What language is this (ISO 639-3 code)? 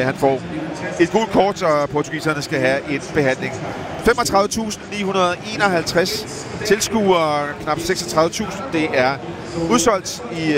dan